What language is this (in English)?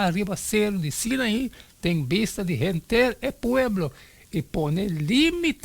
Papiamento